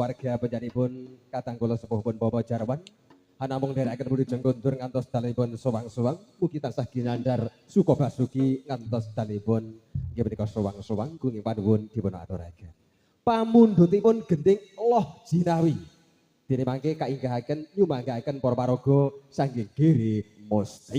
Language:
Javanese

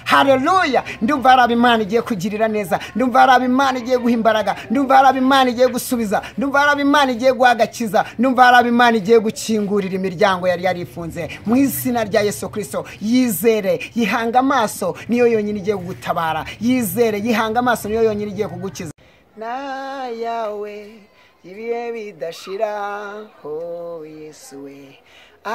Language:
Kinyarwanda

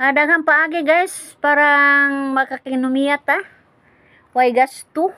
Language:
Cebuano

